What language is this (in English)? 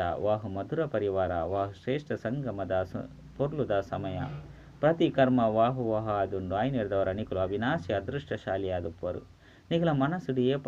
Tulu